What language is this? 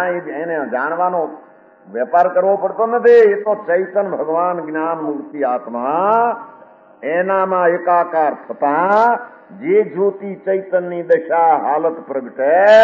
Gujarati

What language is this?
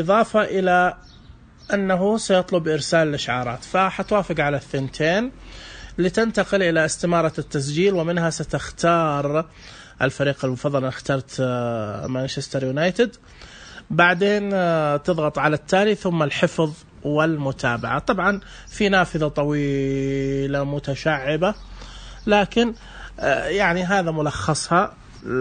Najdi Arabic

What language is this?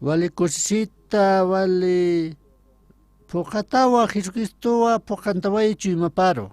Aymara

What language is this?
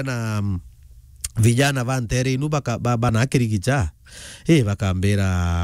Meru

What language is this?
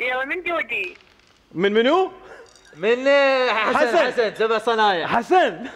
Mesopotamian Arabic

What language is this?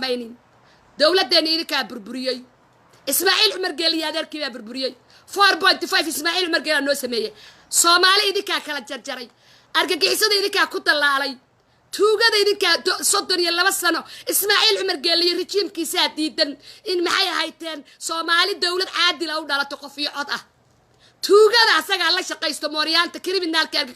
Somali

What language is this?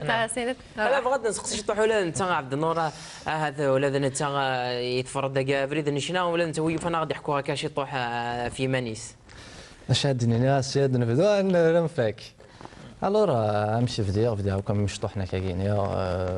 Kabyle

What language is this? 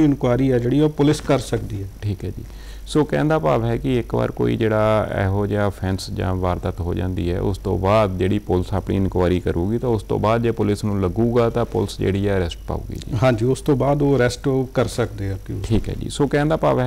Punjabi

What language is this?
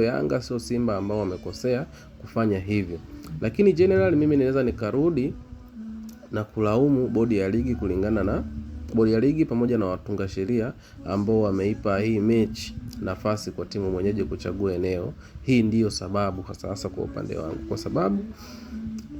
Swahili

